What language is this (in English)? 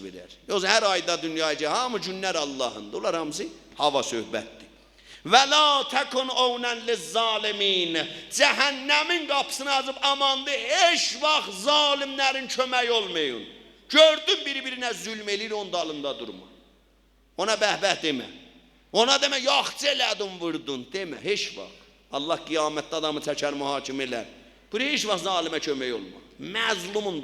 South Azerbaijani